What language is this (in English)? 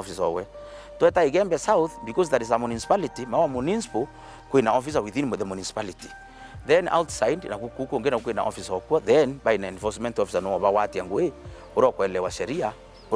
Meru